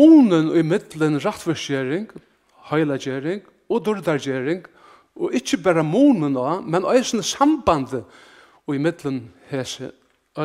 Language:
Faroese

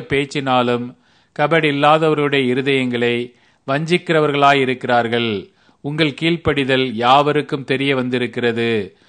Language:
Tamil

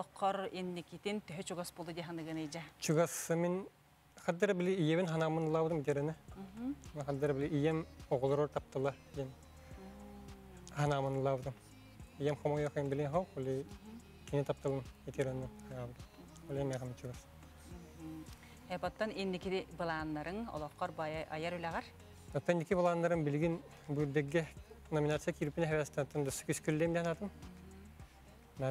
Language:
Yakut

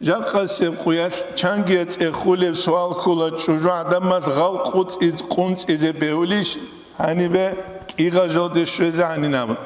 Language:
Avaric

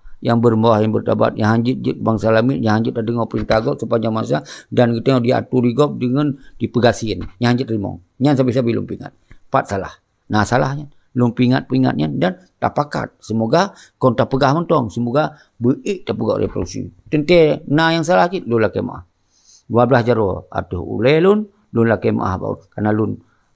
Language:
Achinese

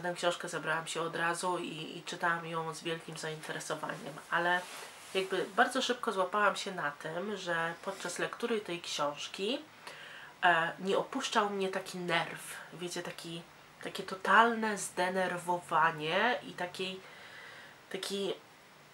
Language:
Polish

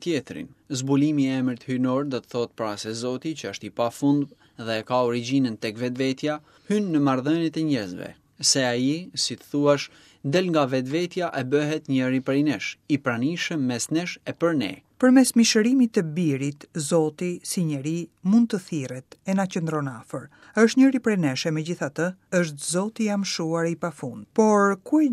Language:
Albanian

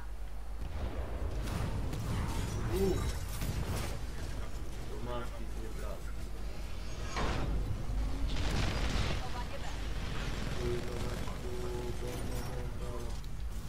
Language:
Polish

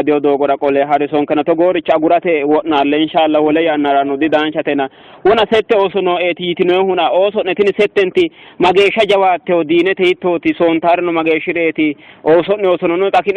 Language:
Sidamo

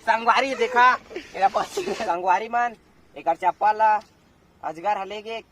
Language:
Chhattisgarhi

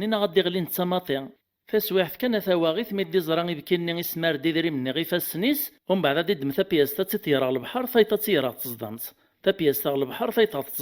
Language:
Kabyle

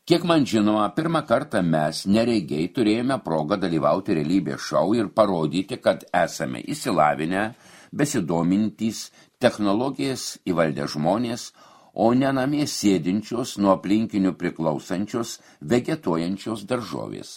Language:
Lithuanian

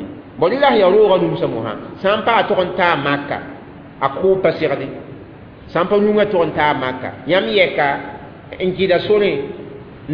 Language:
Mossi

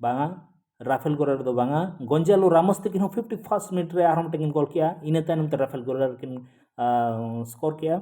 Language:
Santali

